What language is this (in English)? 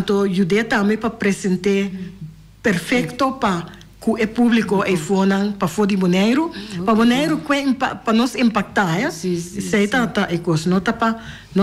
Papiamento